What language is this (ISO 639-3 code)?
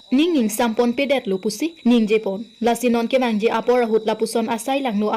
mjw